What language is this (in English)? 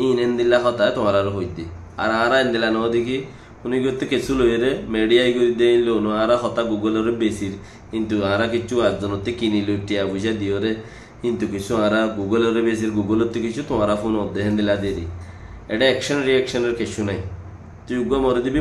Rohingya